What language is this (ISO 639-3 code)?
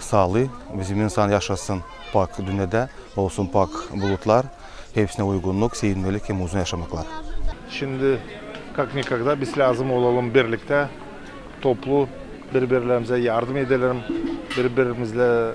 gag